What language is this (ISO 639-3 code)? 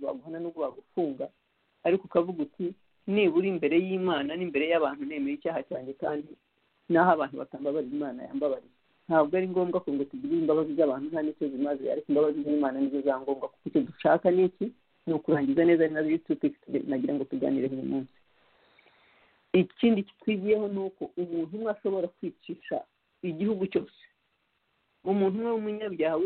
kin